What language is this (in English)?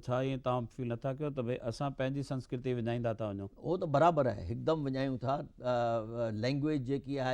Sindhi